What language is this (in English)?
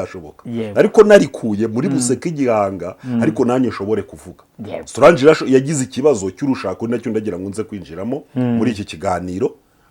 Kinyarwanda